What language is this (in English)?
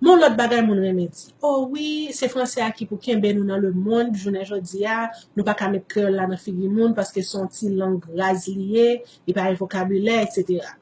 Haitian Creole